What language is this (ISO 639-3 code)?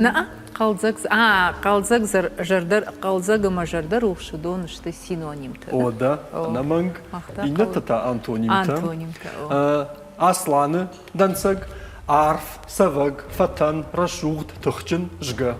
oss